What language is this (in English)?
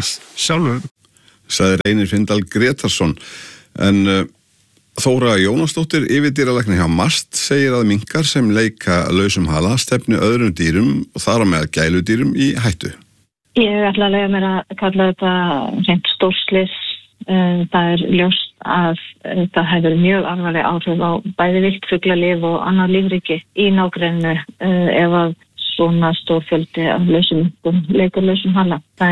Icelandic